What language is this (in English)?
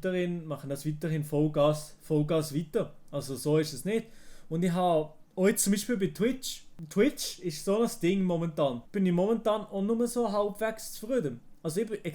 Swiss German